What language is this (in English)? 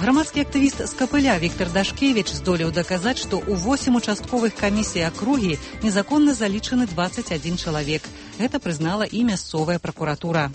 Belarusian